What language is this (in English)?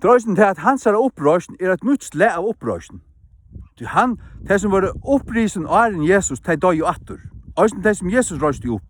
Faroese